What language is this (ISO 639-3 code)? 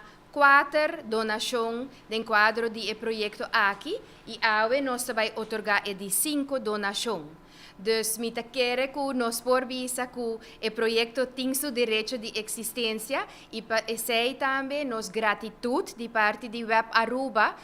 pap